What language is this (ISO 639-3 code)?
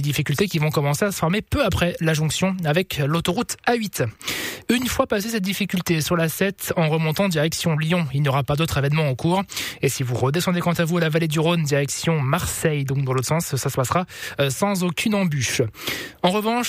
fra